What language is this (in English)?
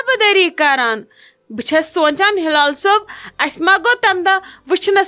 Kashmiri